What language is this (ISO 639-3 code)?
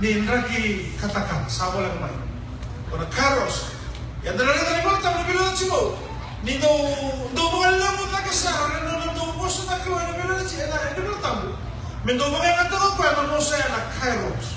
fij